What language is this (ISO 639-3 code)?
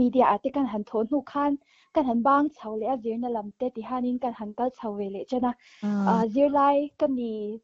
lus